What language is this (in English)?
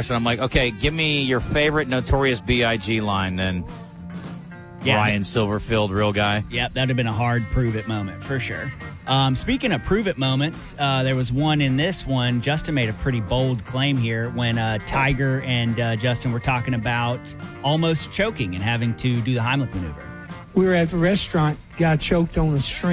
English